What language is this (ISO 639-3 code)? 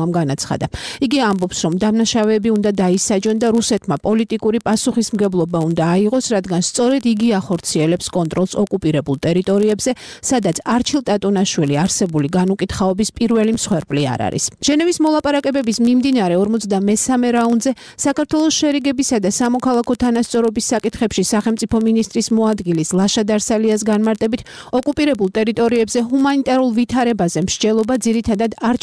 kat